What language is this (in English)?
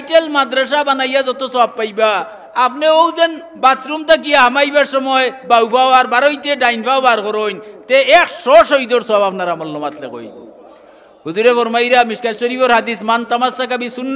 Sylheti